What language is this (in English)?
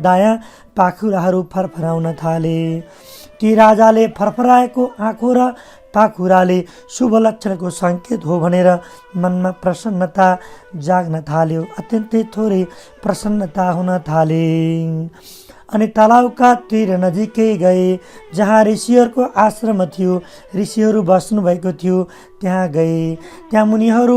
Nepali